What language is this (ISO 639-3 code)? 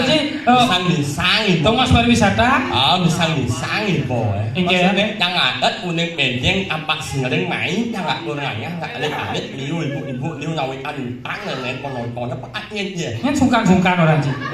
ban